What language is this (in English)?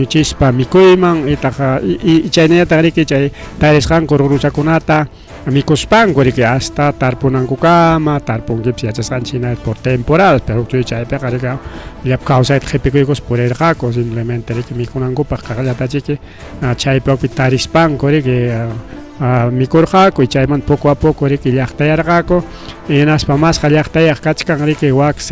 Ayacucho Quechua